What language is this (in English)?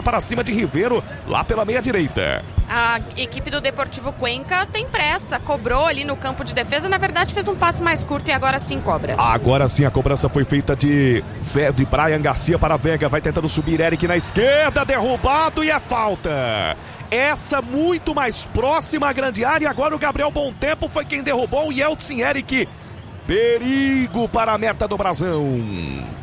Portuguese